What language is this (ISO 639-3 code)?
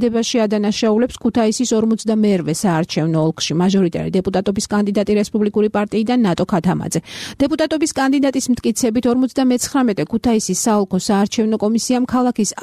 kat